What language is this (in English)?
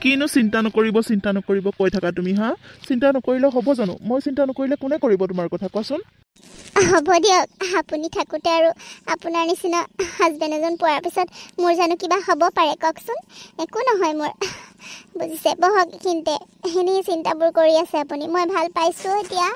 Assamese